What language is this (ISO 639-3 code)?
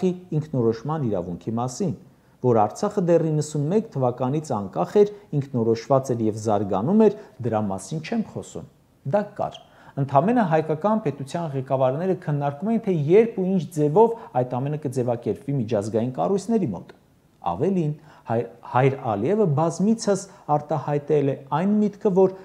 hye